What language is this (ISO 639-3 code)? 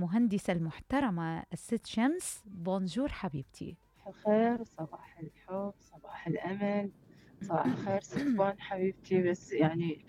acm